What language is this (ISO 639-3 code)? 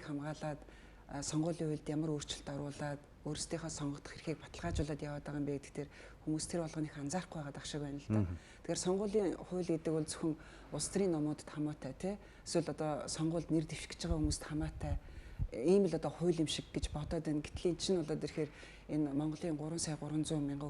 mon